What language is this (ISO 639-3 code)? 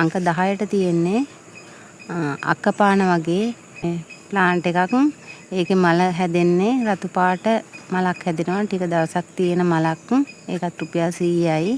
sin